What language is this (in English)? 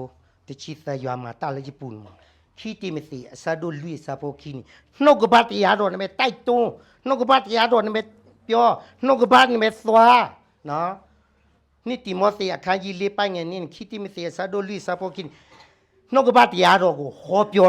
S'gaw Karen